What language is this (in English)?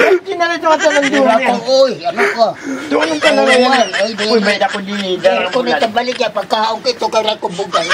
Waray